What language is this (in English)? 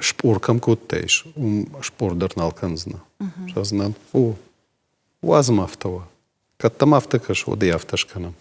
Ossetic